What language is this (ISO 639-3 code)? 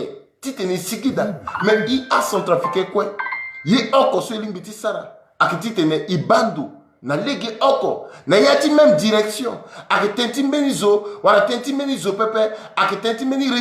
sag